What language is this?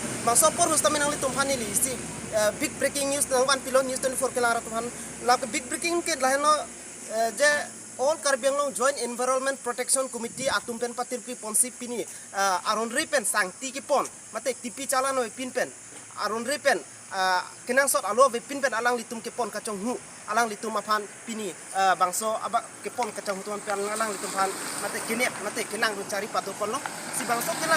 Karbi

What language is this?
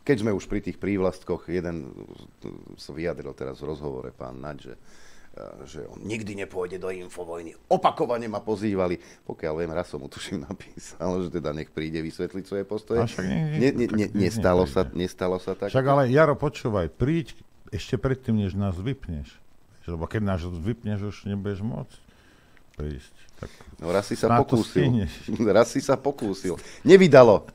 Slovak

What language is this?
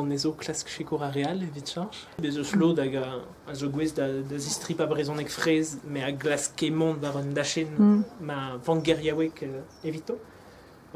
Breton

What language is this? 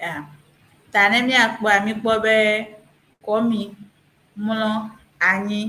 Ewe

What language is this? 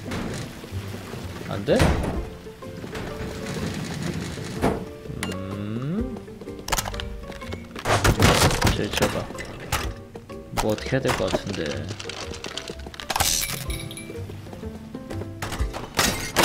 Korean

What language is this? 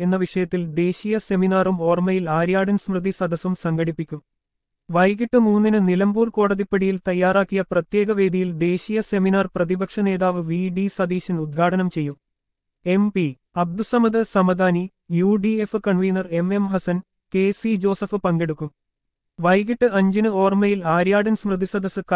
Malayalam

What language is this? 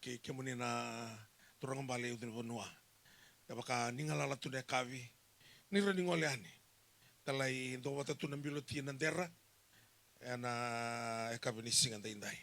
Fijian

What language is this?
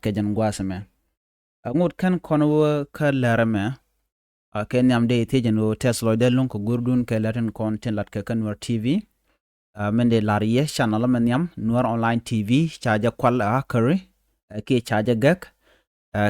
Nuer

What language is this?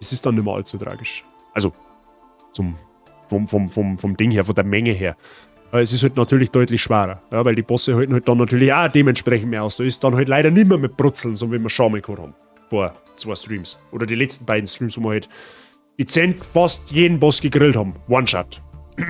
Bavarian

